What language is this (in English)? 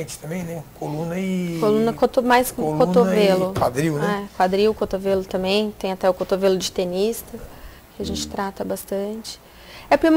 Portuguese